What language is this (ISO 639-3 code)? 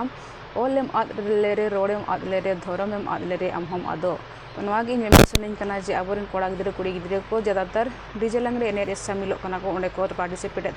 sat